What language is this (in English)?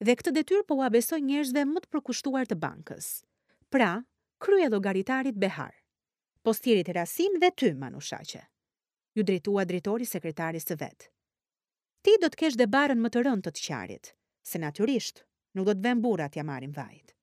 Albanian